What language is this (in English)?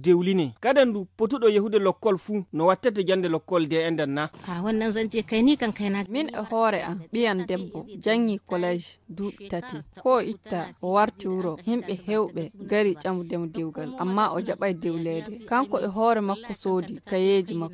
Fula